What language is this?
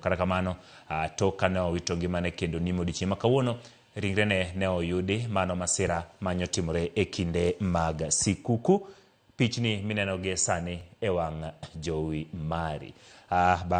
Luo (Kenya and Tanzania)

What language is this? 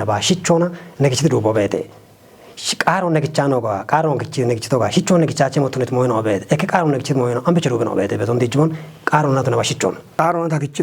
Kafa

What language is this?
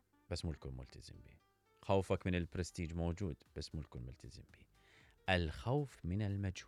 Mesopotamian Arabic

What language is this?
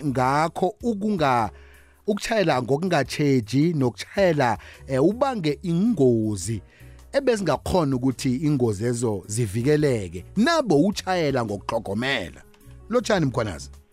South Ndebele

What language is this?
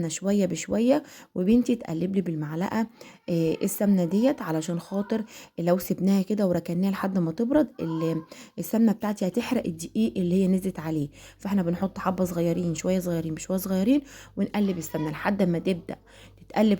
Egyptian Arabic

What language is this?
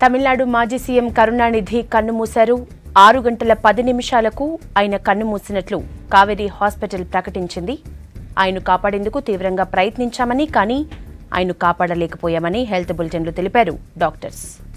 Telugu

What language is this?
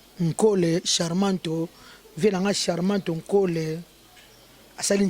Lingala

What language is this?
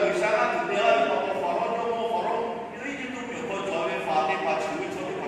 Lahu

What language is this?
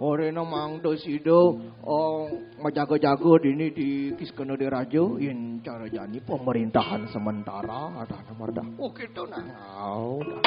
Balinese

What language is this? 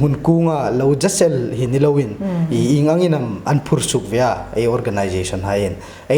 Hmar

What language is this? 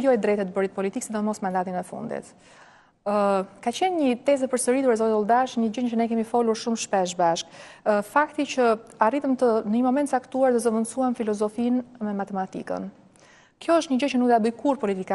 Albanian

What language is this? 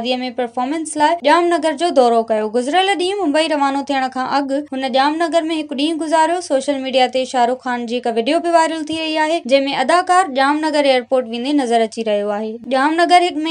Sindhi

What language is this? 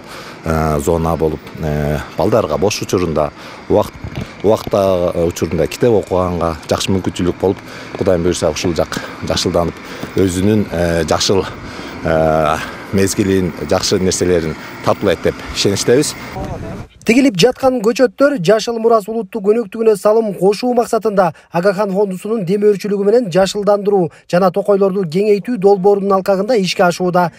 Kyrgyz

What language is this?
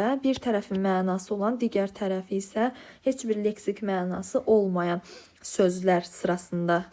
Azerbaijani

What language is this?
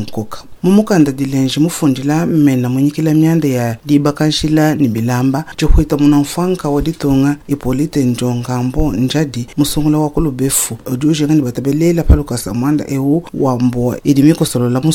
Luba-Lulua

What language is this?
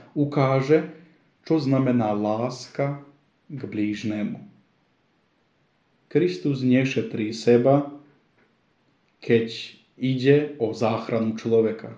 Slovak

